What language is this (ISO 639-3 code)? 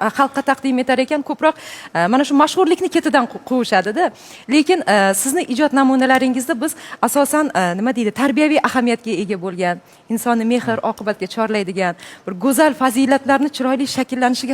uzb